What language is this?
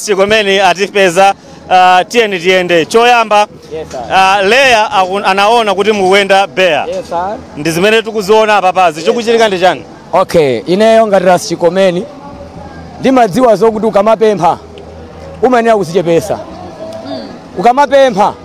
Nyanja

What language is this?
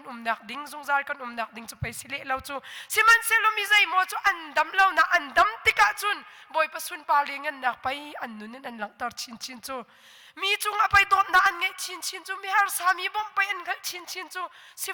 Hakha Chin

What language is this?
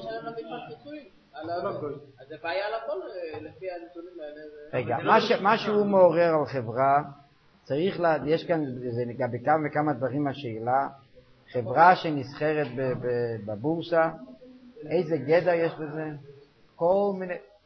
Hebrew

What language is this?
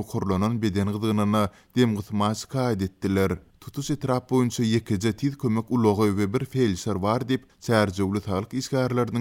Turkmen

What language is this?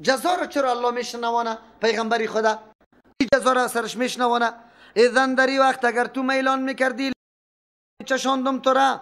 Persian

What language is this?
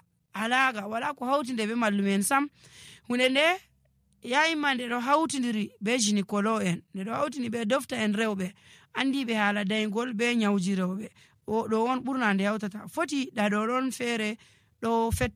Nigerian Fulfulde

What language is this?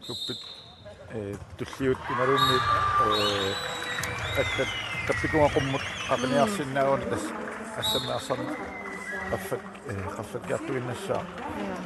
Kalaallisut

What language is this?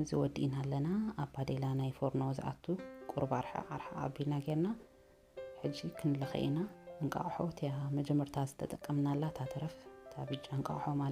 Tigrinya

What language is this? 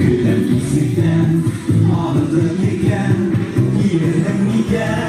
Bashkir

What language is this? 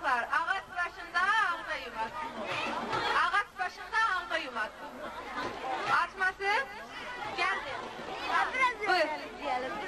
Turkish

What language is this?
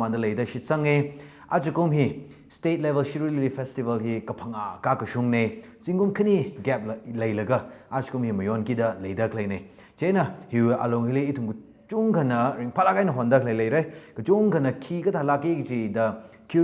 Tangkhul Naga (India)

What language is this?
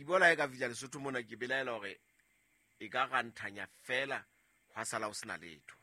Southern Sotho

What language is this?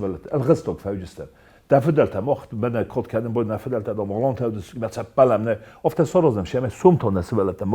Ossetic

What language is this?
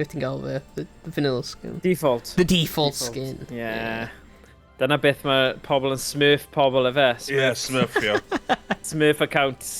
Welsh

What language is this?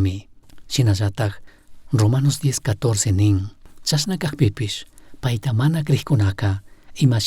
Chimborazo Highland Quichua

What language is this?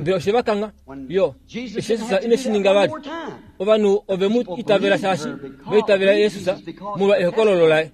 Kuanyama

